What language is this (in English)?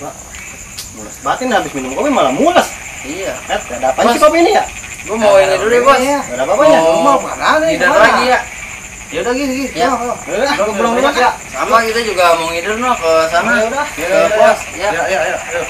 Betawi